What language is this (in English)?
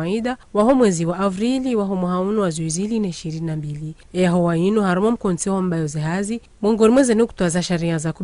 Ngazidja Comorian